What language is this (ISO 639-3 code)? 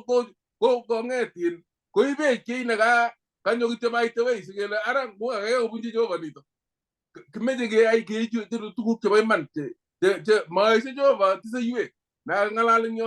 kln